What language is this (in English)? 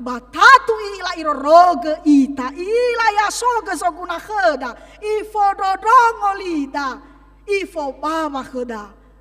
Nias